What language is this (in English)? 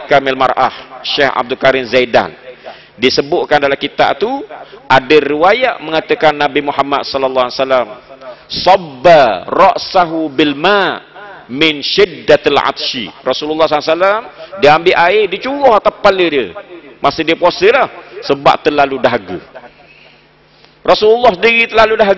Malay